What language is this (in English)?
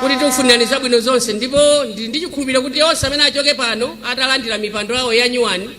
Nyanja